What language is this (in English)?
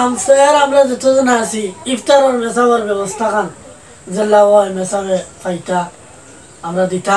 Sylheti